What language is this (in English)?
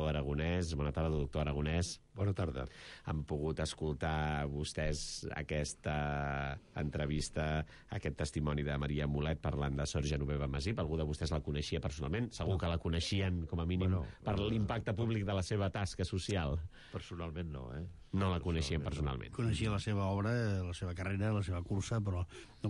Catalan